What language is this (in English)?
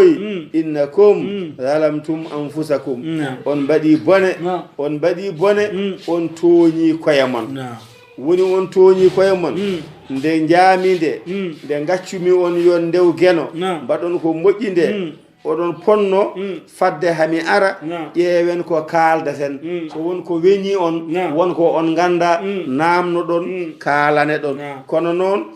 Fula